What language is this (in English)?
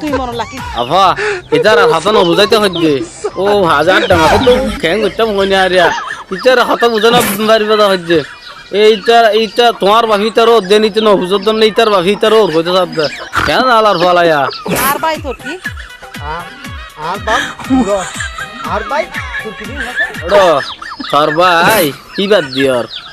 Rohingya